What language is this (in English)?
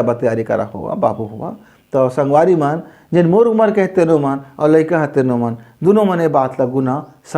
Chhattisgarhi